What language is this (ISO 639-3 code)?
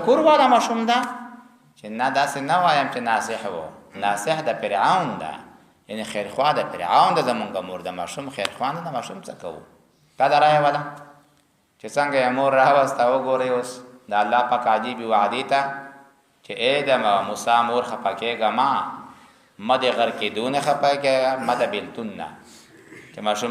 pus